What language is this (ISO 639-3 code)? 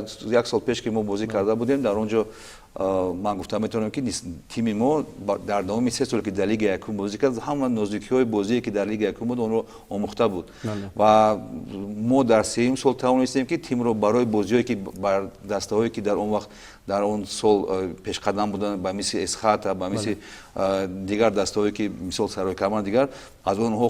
tgk